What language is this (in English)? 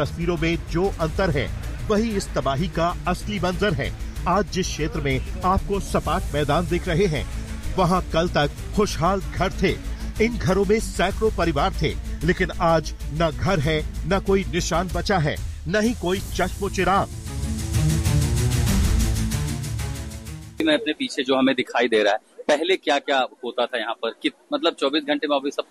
Hindi